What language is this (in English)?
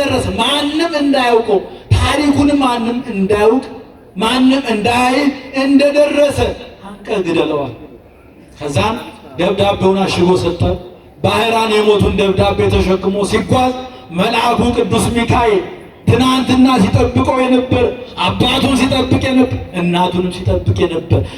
Amharic